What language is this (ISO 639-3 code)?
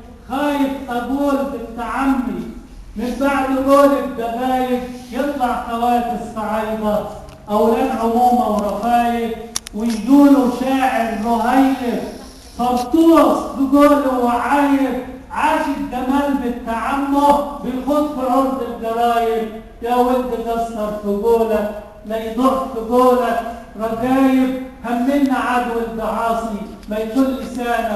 arz